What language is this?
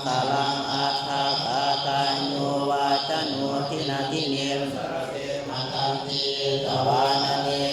Pali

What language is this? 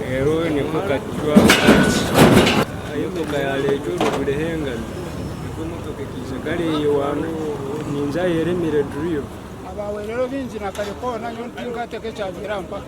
Nyankole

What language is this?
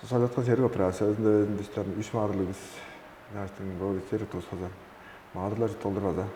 Tuvinian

